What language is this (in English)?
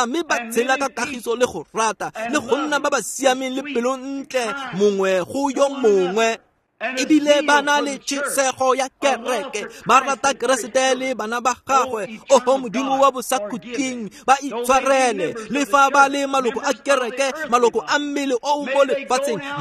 Tswana